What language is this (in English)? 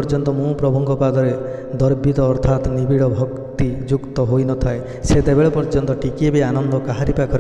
Odia